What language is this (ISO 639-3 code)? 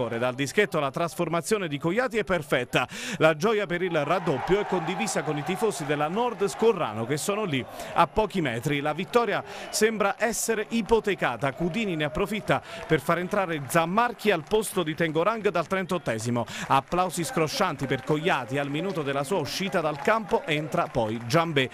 ita